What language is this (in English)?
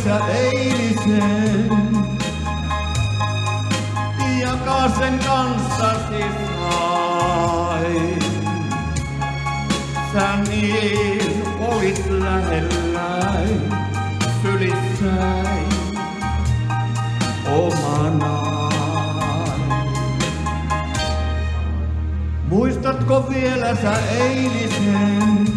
Finnish